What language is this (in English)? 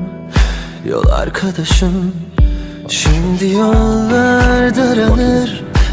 Turkish